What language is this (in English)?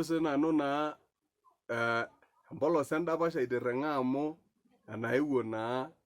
Masai